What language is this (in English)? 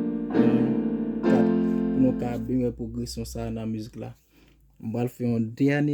Haitian Creole